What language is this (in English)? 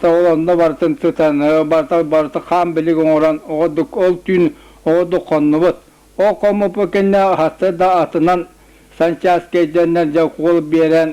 Yakut